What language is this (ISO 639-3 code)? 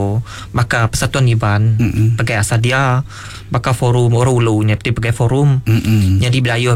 iba